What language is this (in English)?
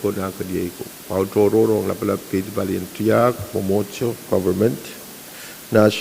Pohnpeian